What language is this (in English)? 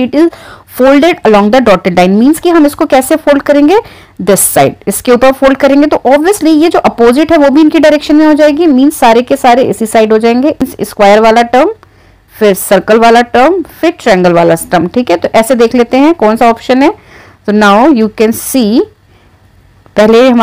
Hindi